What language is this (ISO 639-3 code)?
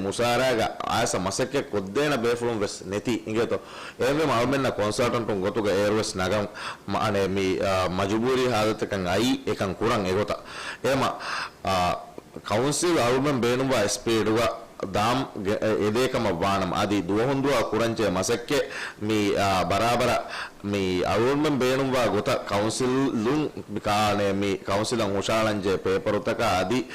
div